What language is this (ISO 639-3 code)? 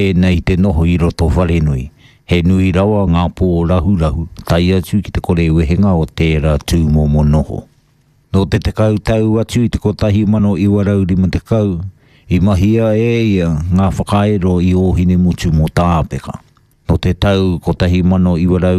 mri